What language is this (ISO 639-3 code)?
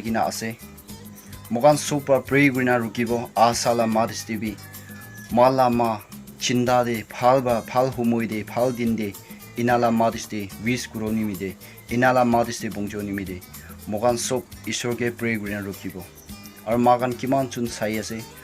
nag